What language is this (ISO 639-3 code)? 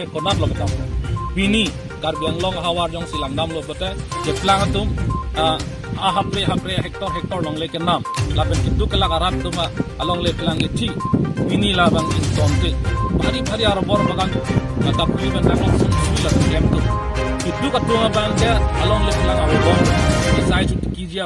mjw